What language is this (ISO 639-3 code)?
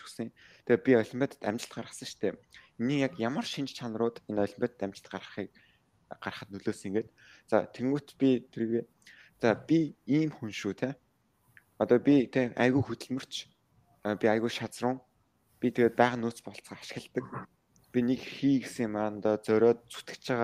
mon